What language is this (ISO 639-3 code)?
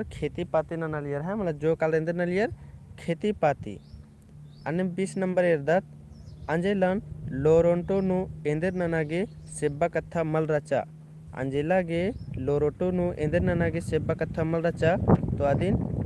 kru